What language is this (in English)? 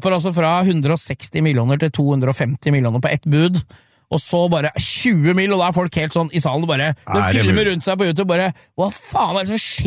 Norwegian